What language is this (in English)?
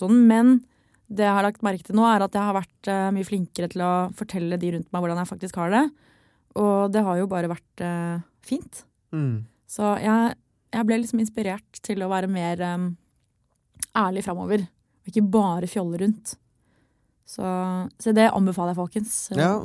Norwegian